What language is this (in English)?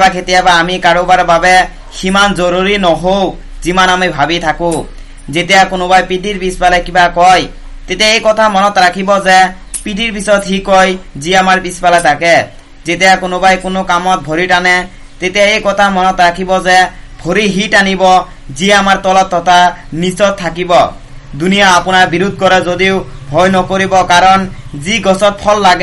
Assamese